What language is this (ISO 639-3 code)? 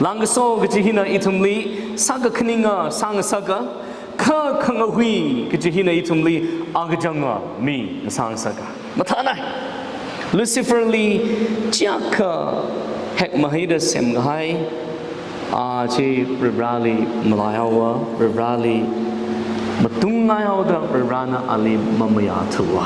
nmf